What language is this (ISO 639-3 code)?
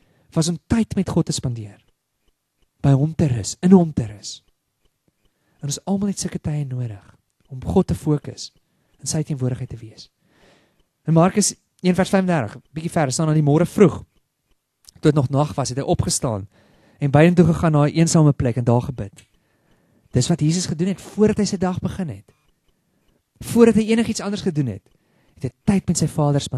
afr